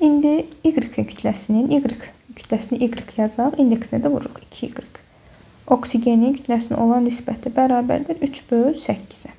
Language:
Azerbaijani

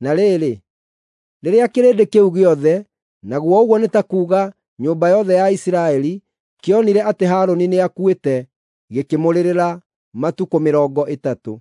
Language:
Kikuyu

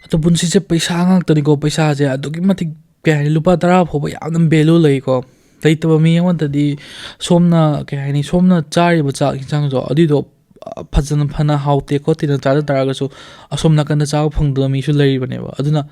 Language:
Manipuri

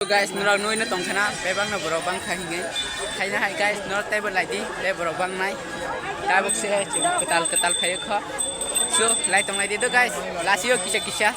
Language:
Kok Borok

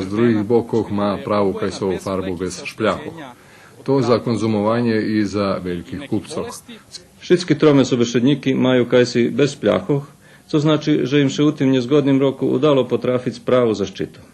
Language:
Rusyn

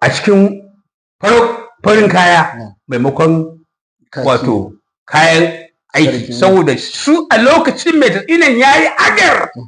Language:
Hausa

